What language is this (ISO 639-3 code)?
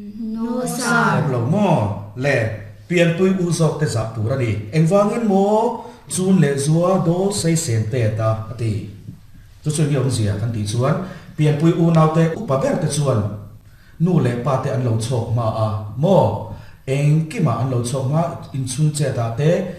lus